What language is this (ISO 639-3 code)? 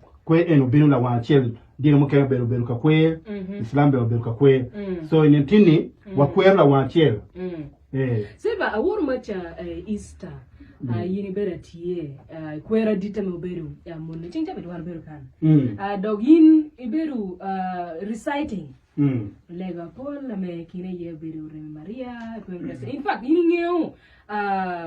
ach